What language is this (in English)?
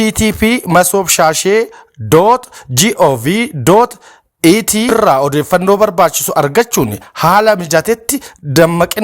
Oromo